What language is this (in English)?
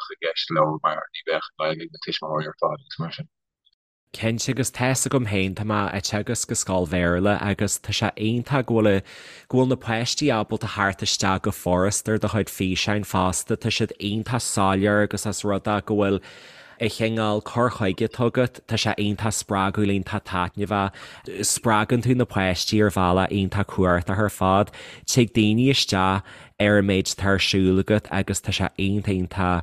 Irish